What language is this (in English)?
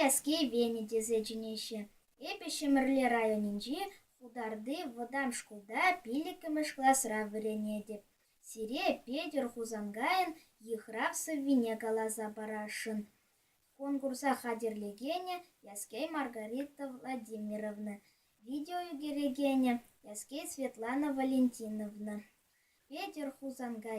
Chuvash